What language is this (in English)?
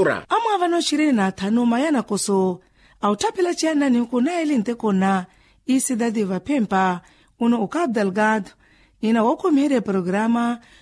Makhuwa